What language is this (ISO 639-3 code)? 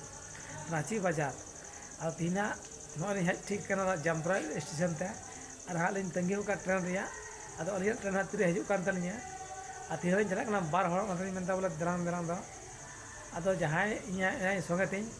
sat